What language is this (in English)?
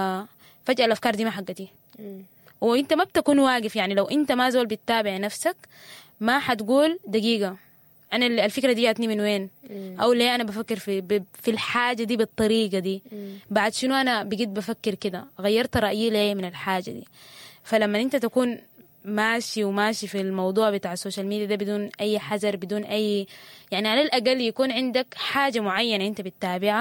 Sudanese Arabic